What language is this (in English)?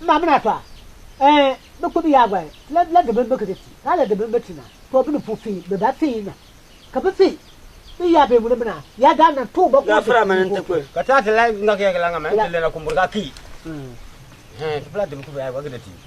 Konkomba